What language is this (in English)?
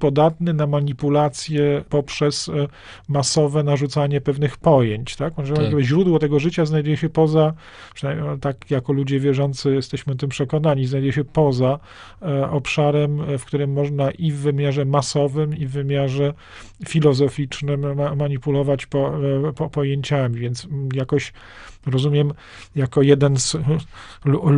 Polish